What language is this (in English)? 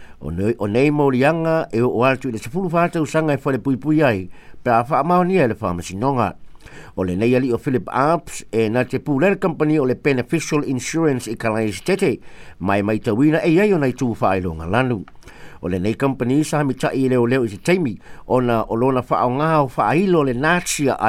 Samoan